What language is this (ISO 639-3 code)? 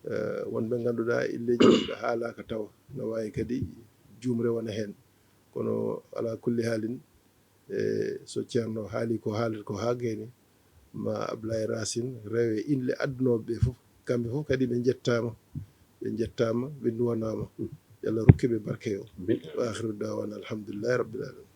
ful